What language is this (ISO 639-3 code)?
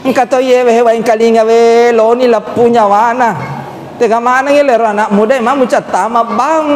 bug